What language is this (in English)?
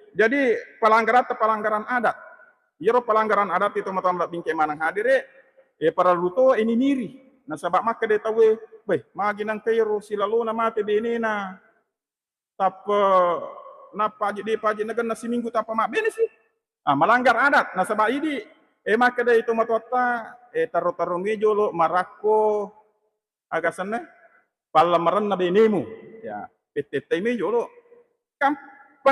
Buginese